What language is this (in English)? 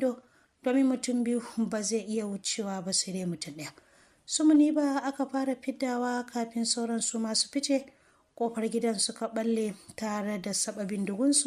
Hausa